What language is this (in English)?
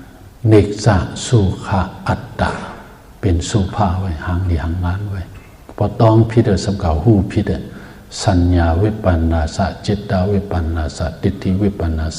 Shan